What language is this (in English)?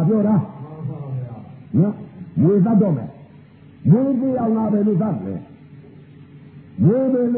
Burmese